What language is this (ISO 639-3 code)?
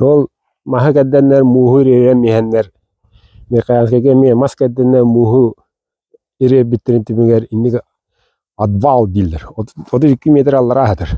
sah